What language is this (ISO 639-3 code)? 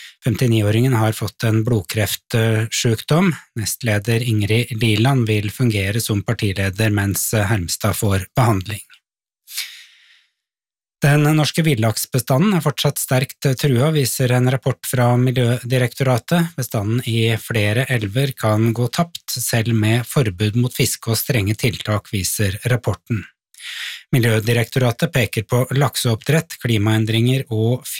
nor